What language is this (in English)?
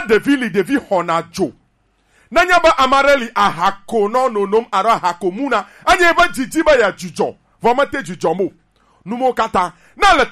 Gen